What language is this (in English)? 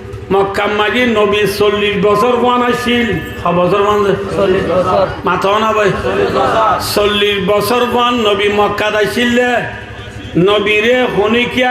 Rohingya